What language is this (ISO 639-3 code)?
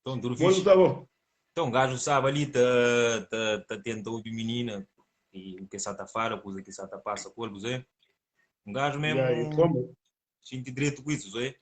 kea